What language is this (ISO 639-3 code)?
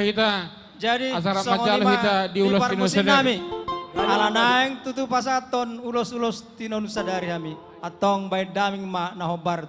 bbc